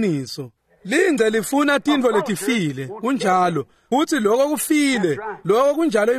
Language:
Swati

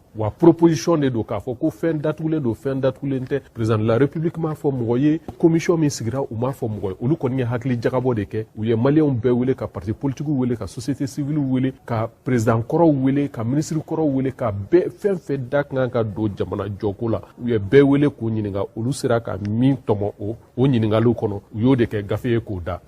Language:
Bambara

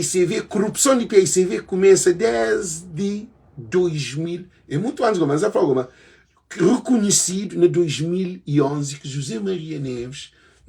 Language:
Kabuverdianu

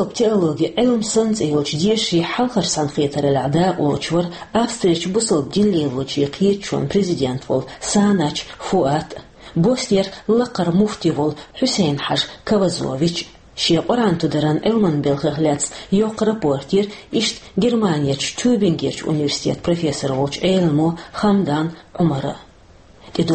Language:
Chechen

